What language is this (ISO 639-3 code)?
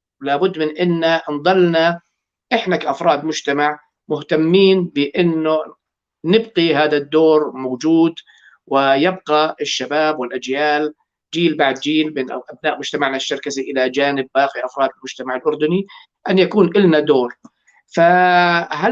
apc